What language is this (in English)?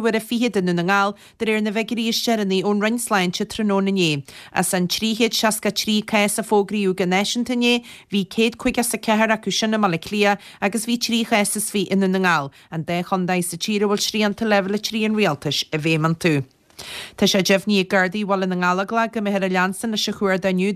Irish